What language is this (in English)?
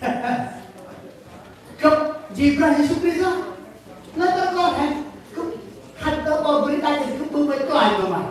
Central Mnong